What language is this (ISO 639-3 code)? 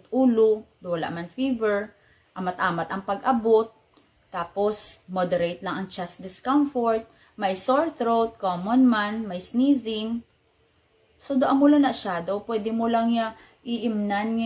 hil